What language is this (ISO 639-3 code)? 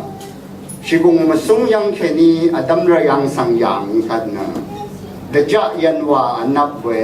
raw